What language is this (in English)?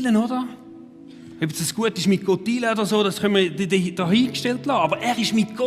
Swiss German